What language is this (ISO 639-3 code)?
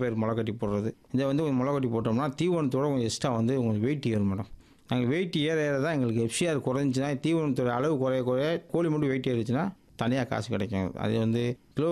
tam